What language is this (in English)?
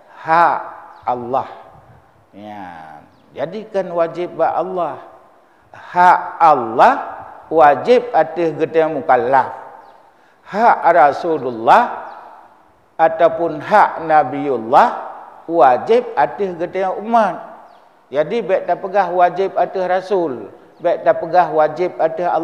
Achinese